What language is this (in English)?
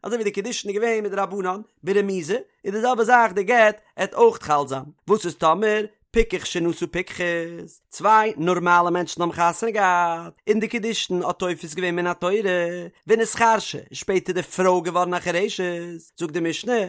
Yiddish